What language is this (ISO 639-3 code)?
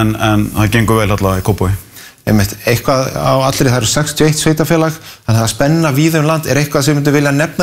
isl